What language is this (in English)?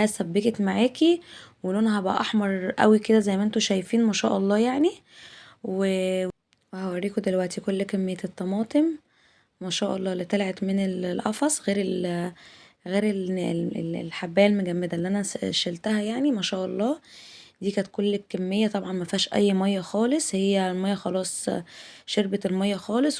Egyptian Arabic